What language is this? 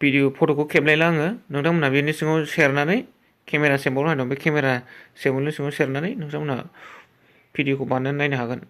Bodo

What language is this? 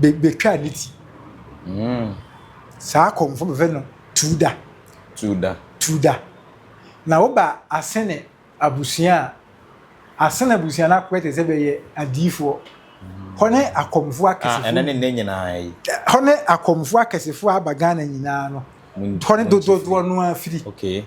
Akan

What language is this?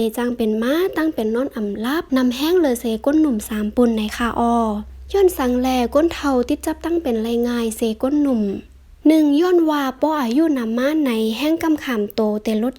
Shan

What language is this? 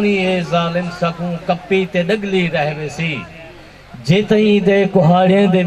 Saraiki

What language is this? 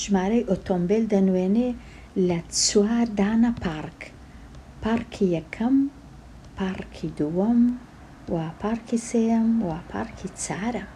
Central Kurdish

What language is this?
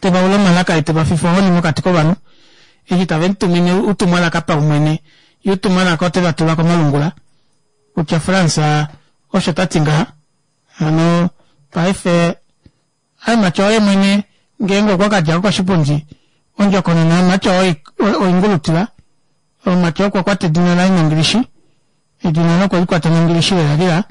Kuanyama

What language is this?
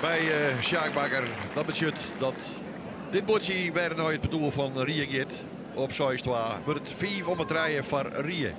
Western Frisian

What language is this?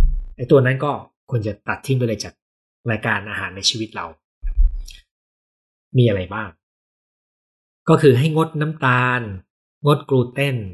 Thai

